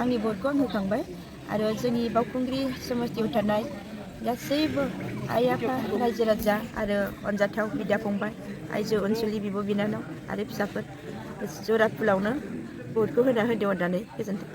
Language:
Bodo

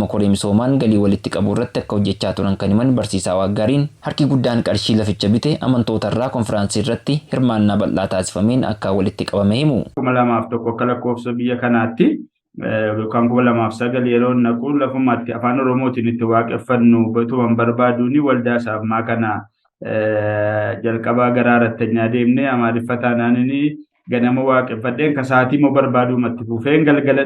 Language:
Oromo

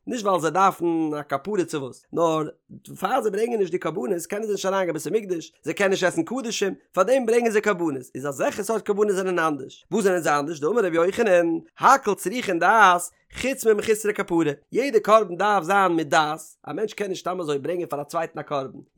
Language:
Yiddish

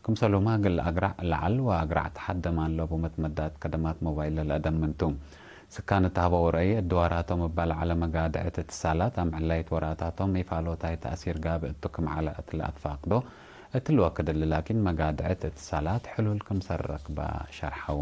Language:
Tigre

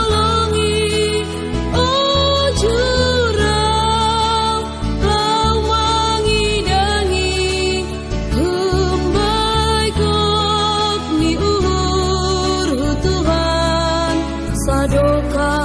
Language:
Batak Simalungun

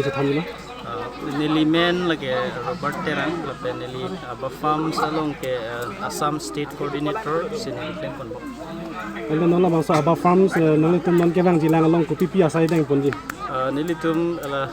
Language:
Karbi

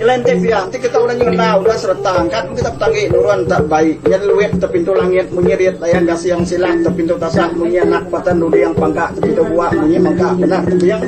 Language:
Iban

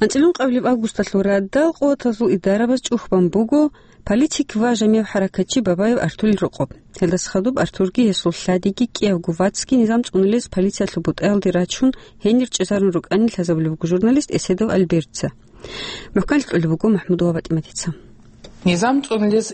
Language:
Avaric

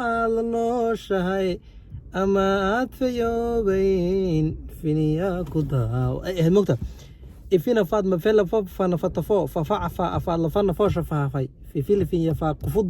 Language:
Somali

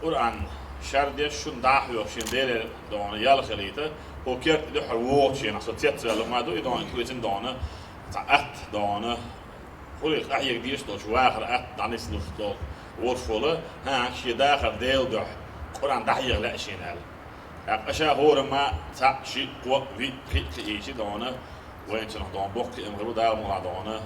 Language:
Chechen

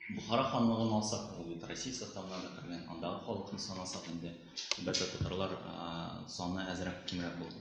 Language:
Tatar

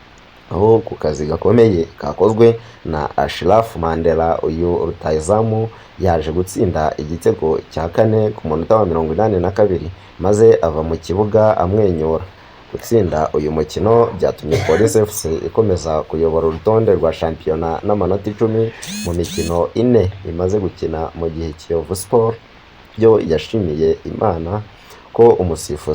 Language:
Kinyarwanda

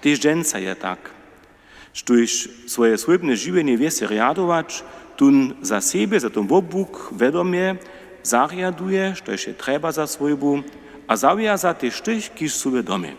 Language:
Upper Sorbian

